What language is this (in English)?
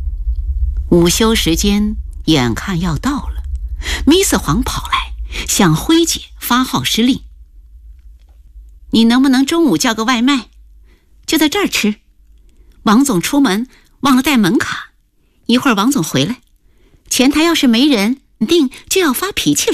Chinese